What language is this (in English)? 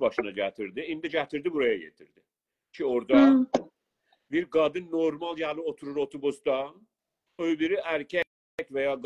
South Azerbaijani